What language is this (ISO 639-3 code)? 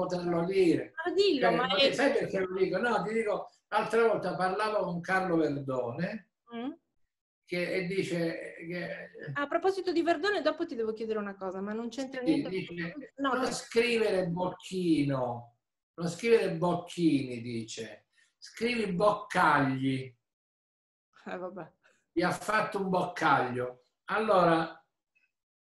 ita